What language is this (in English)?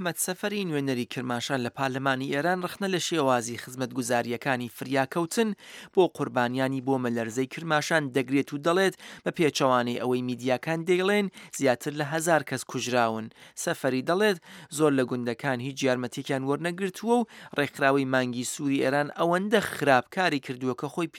Central Kurdish